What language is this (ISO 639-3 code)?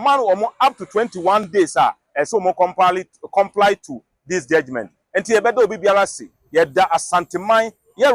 aka